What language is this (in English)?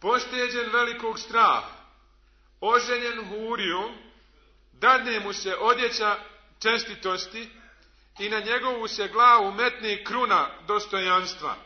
Bosnian